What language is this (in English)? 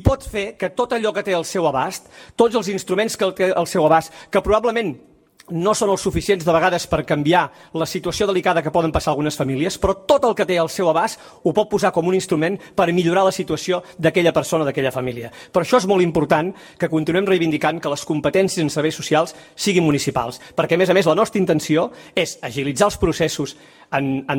Catalan